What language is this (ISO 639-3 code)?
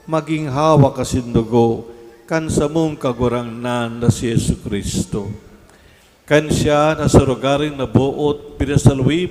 bik